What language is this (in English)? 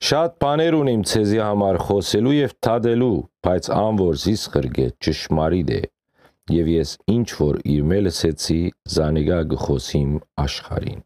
Western Armenian